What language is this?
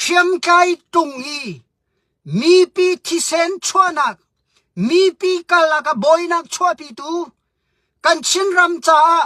Hakha Chin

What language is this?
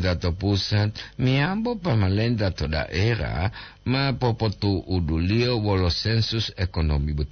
Gorontalo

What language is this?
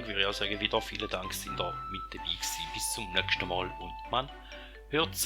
Swiss German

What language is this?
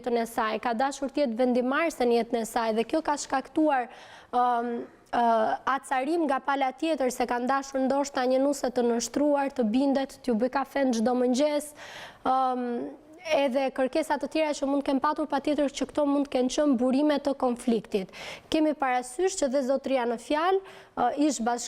Albanian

